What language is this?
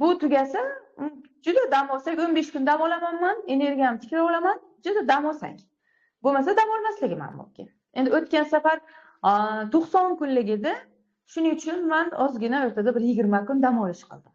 Uzbek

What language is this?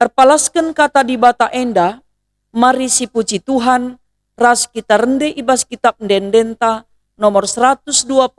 Batak Karo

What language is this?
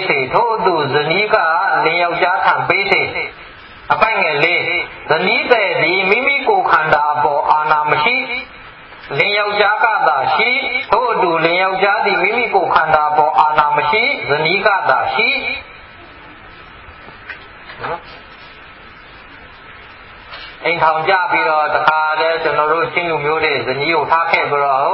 Burmese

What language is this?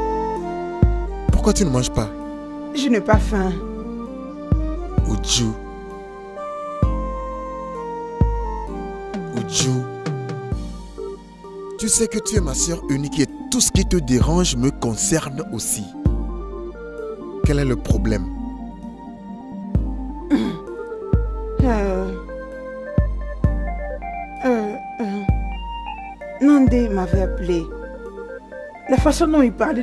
French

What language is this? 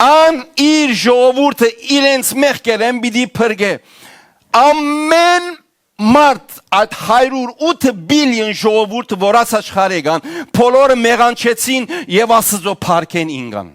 Western Armenian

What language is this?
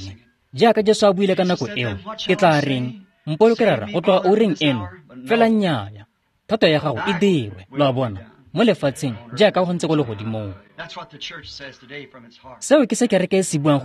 Tswana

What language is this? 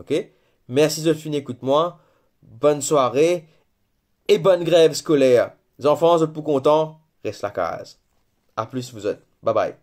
Morisyen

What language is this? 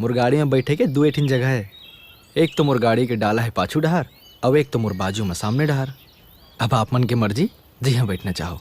Chhattisgarhi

